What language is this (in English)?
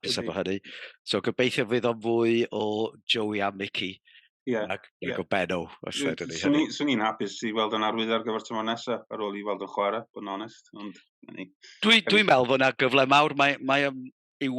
Welsh